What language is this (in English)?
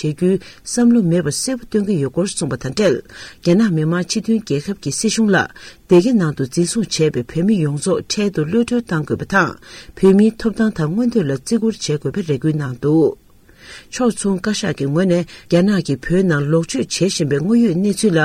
Tibetan